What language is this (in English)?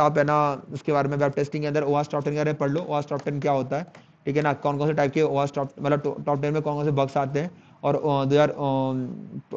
Hindi